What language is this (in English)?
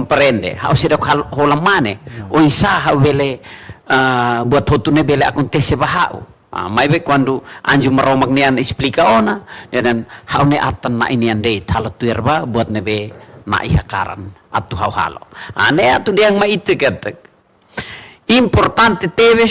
Tetum